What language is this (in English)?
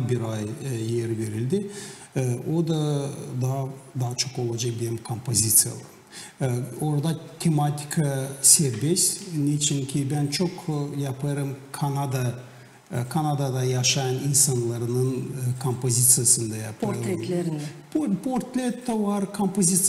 Gagauz